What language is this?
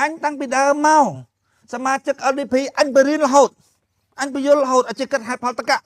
Khmer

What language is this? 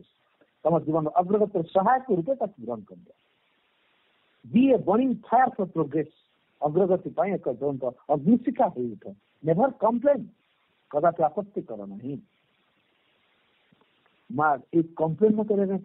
Odia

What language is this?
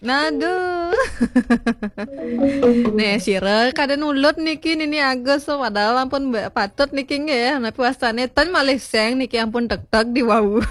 Balinese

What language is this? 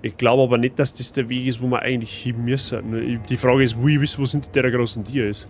Bavarian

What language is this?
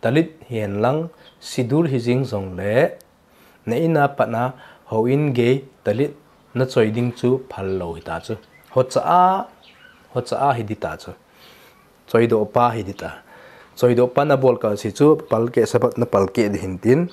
Thado Chin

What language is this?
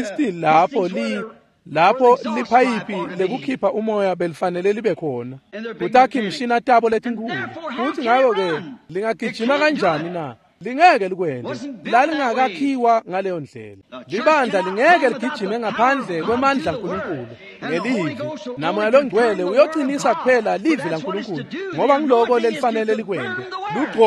Swati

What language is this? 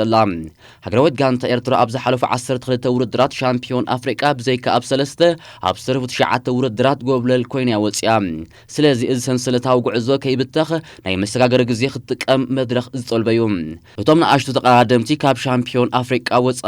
Tigrinya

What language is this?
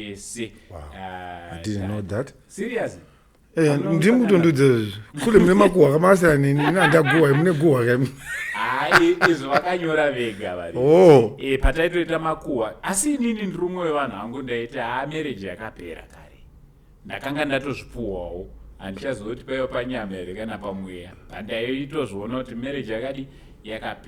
Shona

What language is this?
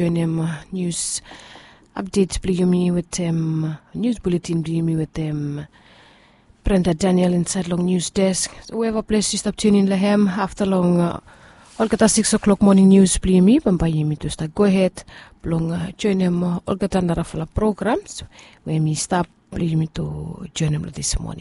Bislama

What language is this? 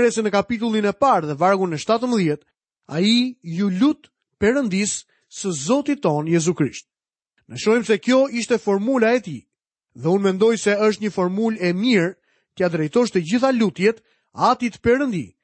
Albanian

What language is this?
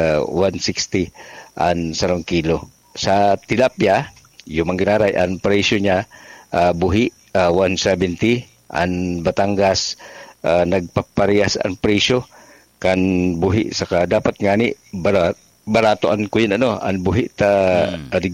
Bikol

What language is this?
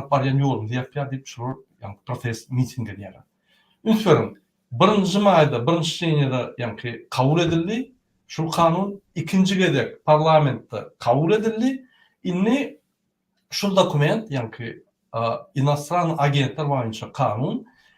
Turkmen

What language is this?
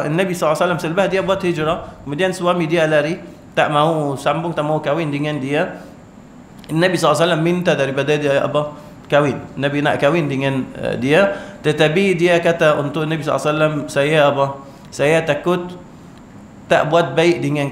Malay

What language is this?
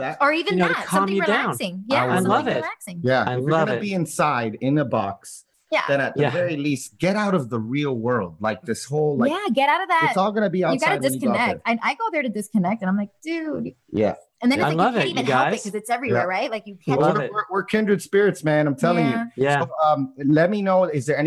English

